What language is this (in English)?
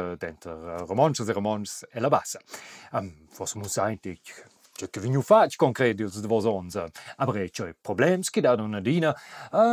Romansh